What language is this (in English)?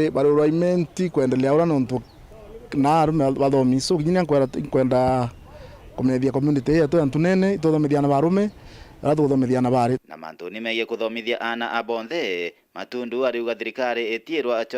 Meru